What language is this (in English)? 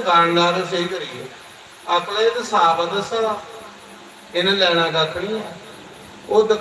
Dogri